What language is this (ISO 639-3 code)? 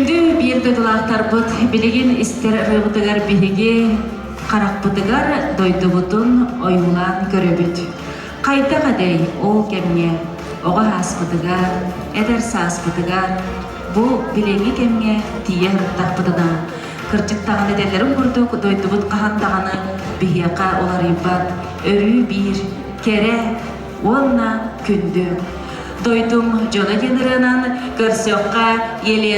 sah